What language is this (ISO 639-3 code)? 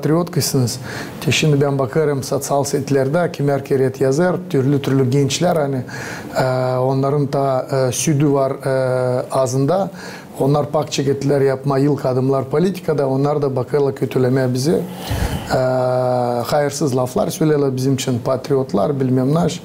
gag